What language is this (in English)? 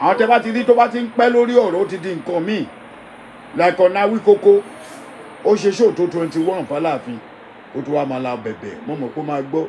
Yoruba